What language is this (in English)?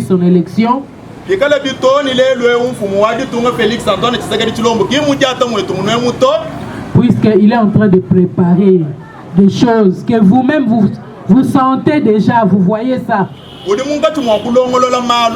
Luba-Lulua